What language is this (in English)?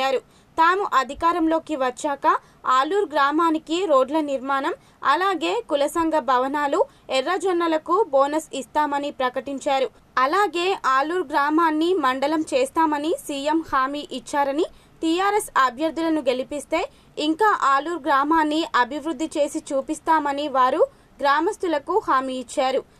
Telugu